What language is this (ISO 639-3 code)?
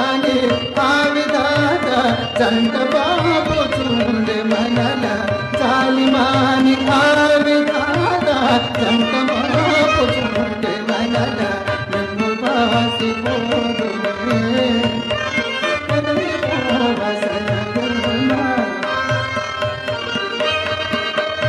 tel